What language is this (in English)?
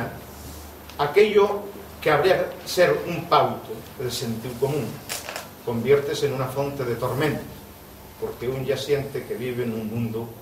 Asturian